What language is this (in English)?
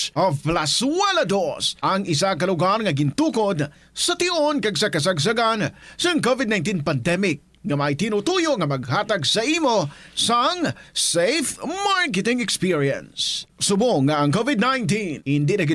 Hiligaynon